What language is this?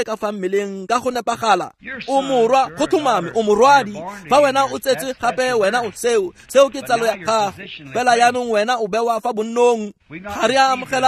Tswana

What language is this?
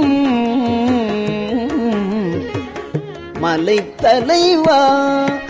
Tamil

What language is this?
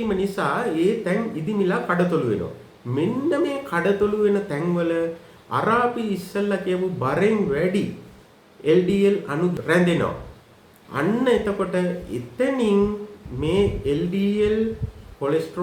Sinhala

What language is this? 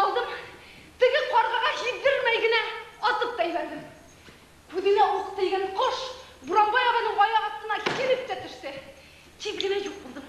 Bashkir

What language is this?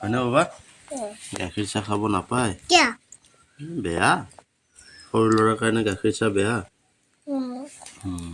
Assamese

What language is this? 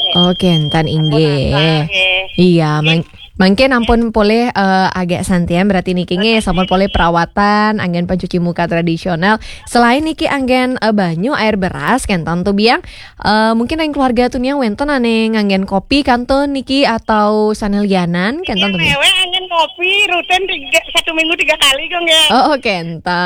Balinese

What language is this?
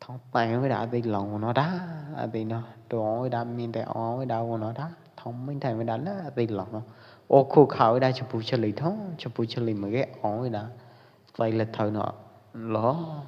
Pwo Eastern Karen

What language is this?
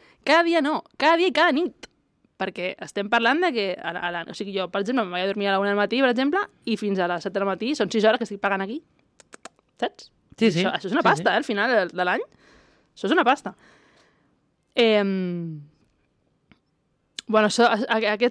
Catalan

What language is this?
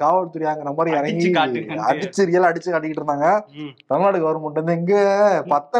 Tamil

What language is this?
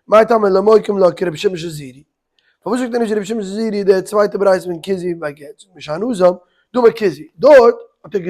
Yiddish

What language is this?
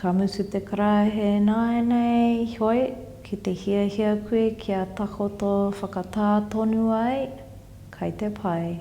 Māori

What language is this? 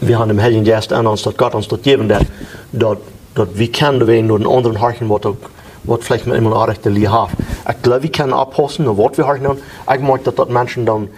Plautdietsch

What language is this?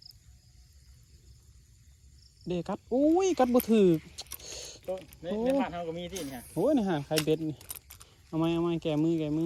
Lao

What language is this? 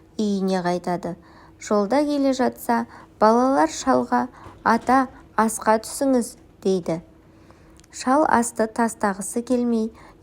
Kazakh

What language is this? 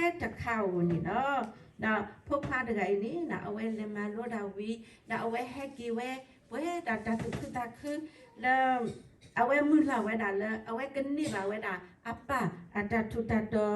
S'gaw Karen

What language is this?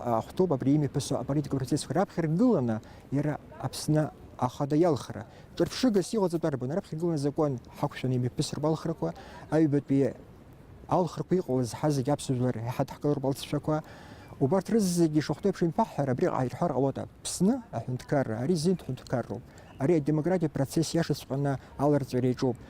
Abkhazian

